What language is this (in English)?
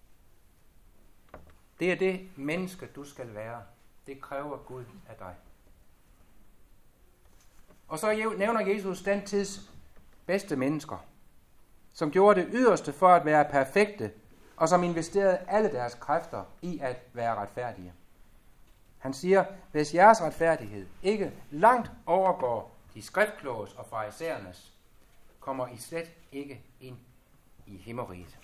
Danish